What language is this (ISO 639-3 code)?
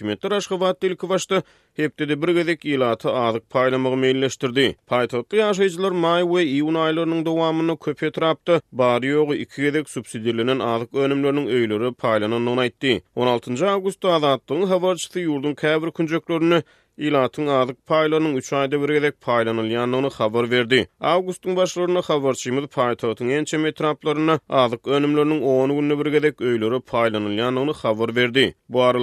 tuk